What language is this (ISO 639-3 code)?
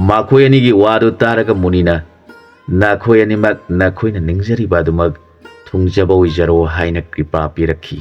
mni